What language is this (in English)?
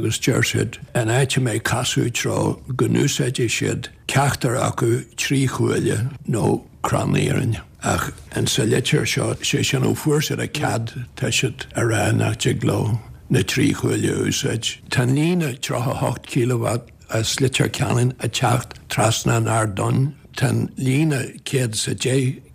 Irish